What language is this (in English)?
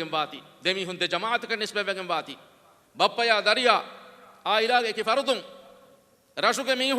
Divehi